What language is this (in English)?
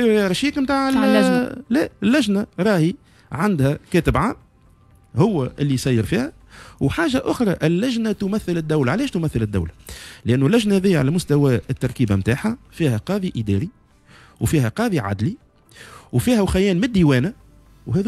Tunisian Arabic